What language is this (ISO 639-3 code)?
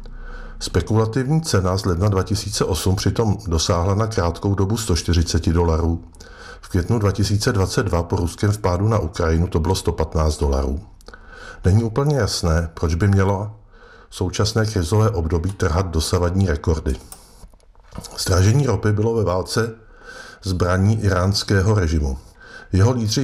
ces